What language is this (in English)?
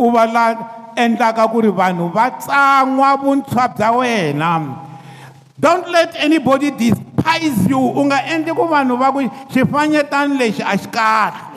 Tsonga